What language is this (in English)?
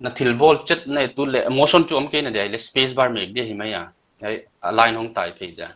Paite Chin